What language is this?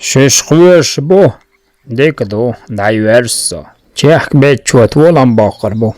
Chechen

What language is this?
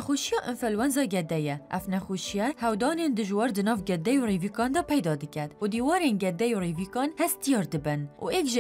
Kurdish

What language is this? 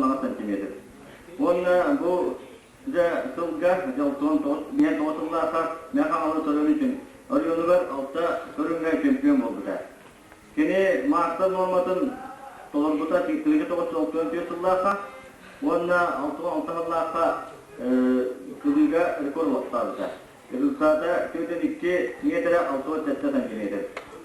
Yakut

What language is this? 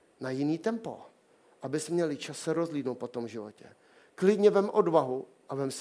Czech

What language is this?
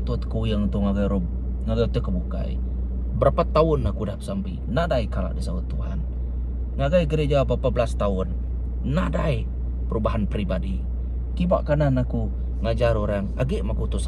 Iban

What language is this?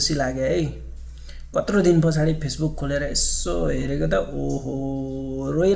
Nepali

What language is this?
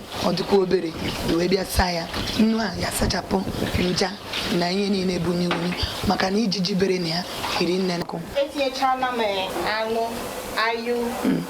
Igbo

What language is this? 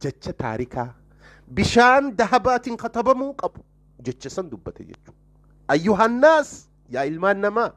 Oromo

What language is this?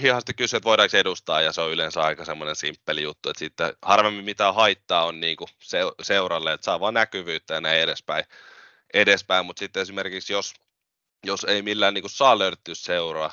Finnish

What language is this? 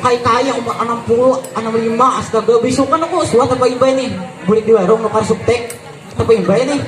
Banjar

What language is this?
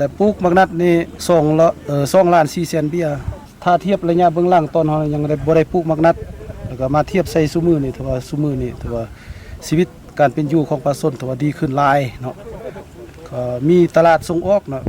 Lao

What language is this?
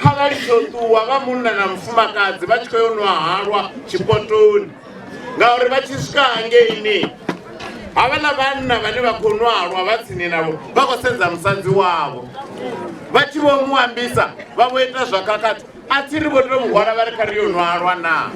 Venda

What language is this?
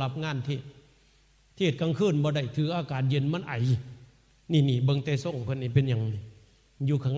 Northeastern Thai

